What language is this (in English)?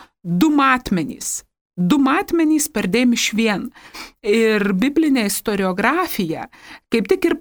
Lithuanian